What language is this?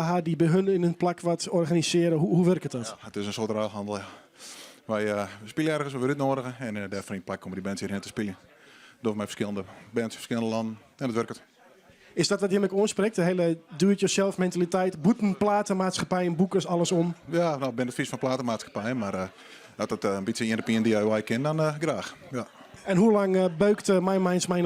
Western Frisian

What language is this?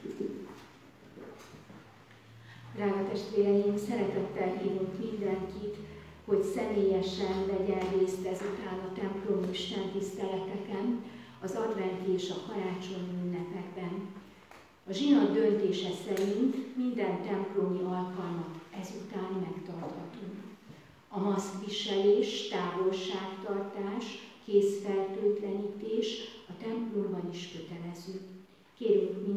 Hungarian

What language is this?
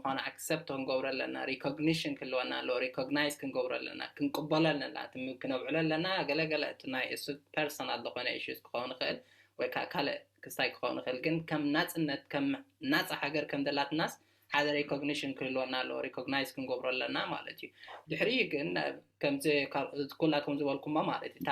Tigrinya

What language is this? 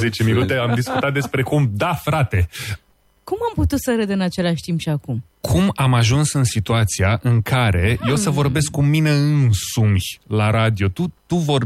Romanian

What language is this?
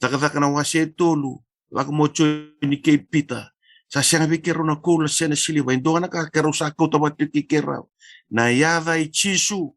Fijian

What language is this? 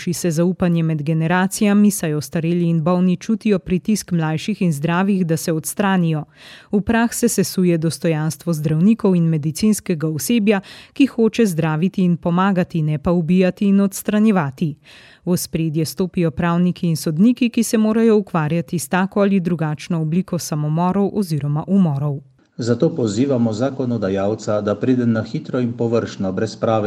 Slovenian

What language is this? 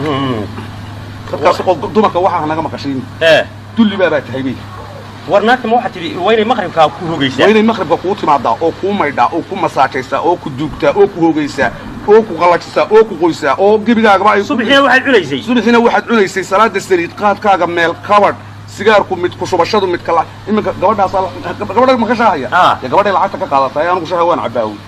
Somali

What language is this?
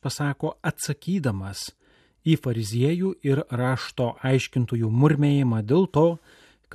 Lithuanian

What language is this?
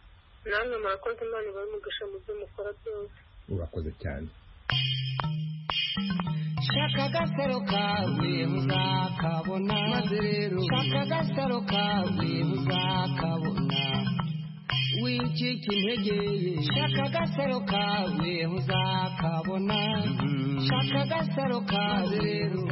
Kinyarwanda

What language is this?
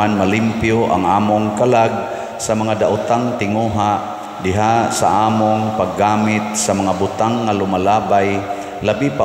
Cebuano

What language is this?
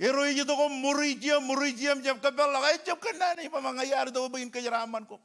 Marshallese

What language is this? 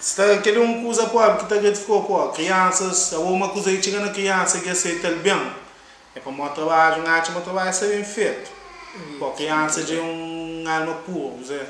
Kabuverdianu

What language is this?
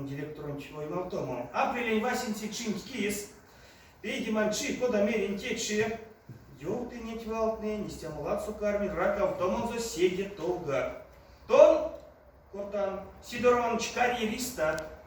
Erzya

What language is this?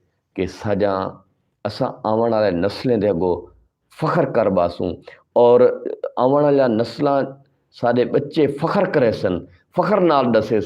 Saraiki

